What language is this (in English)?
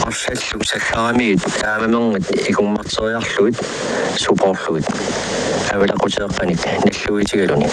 Kalaallisut